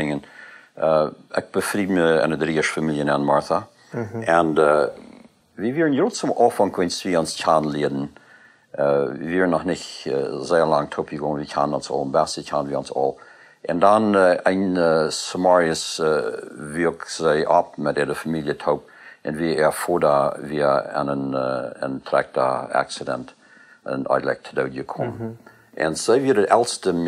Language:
Plautdietsch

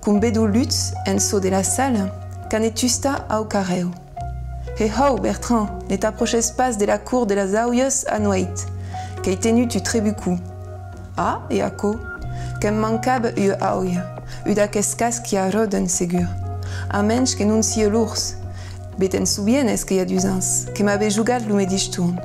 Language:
Occitan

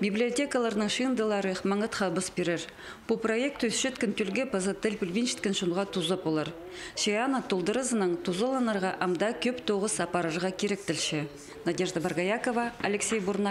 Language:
Khakas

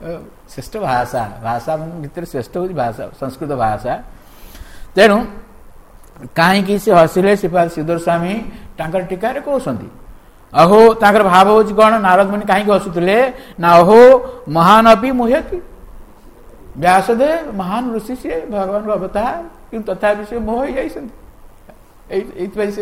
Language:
Odia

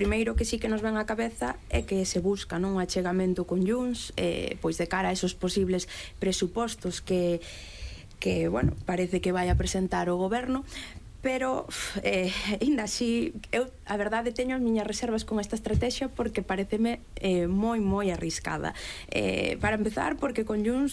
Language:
Galician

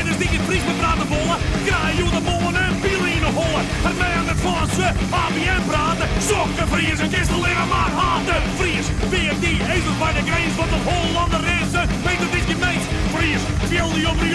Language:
Western Frisian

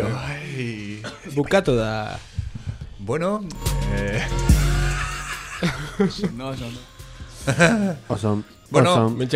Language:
Basque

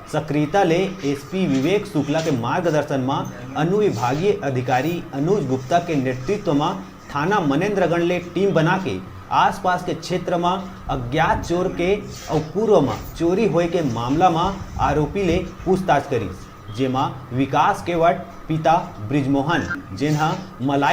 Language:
Chhattisgarhi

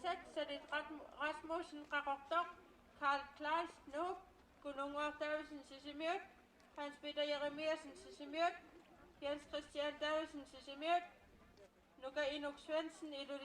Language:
Kalaallisut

